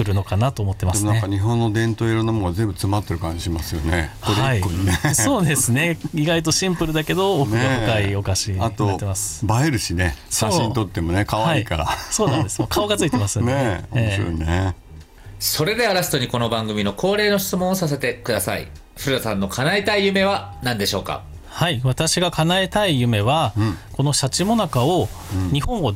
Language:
Japanese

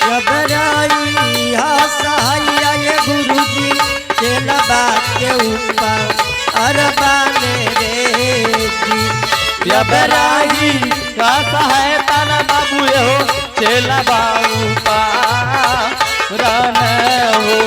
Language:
Angika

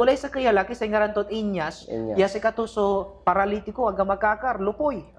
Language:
Pangasinan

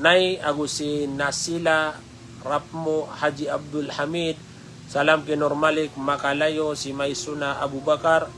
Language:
Maranao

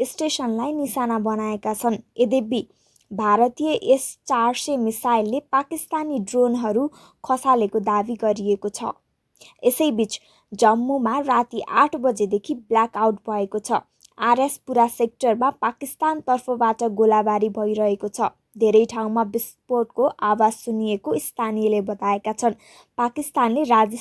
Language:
Nepali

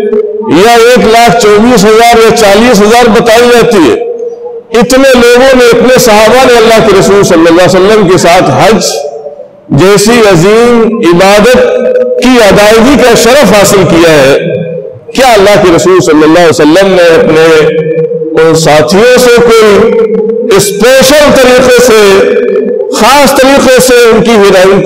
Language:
Urdu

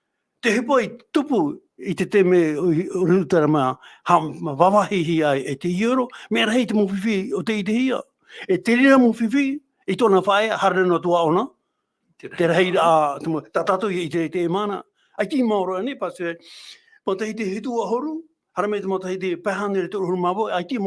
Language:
Tahitian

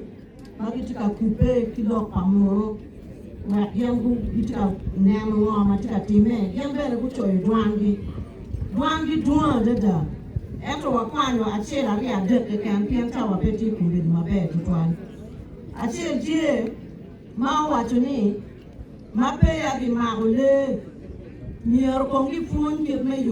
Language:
Acoli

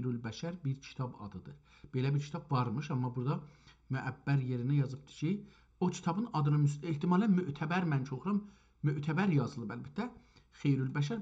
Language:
South Azerbaijani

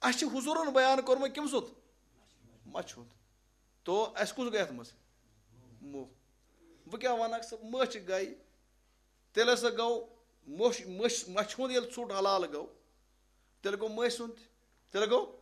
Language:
Kashmiri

